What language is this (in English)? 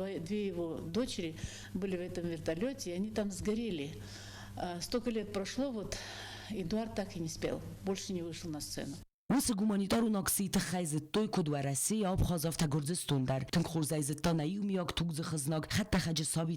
Ossetic